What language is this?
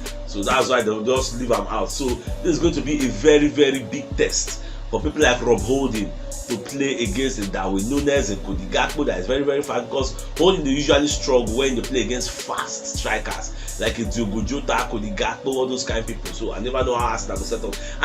Nigerian Pidgin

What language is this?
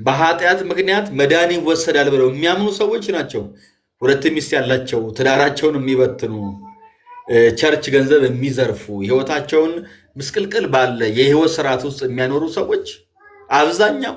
Amharic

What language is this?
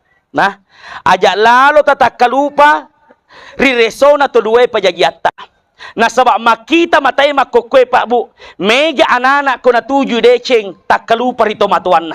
Buginese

